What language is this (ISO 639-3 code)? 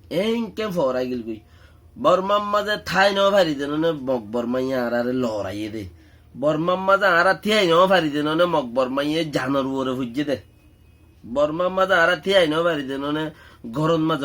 rhg